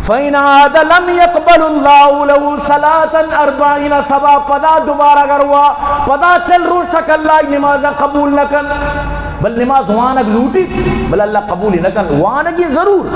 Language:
Baluchi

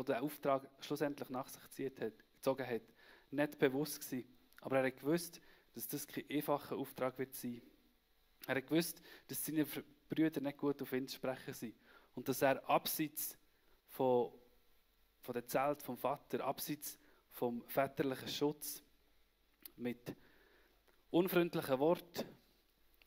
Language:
Swiss German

